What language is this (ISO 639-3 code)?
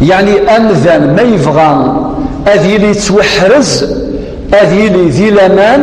kab